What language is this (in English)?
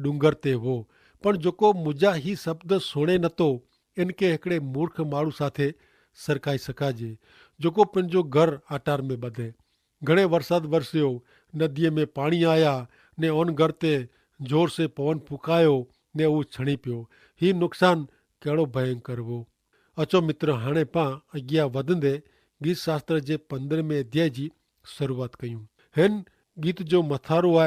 Kachhi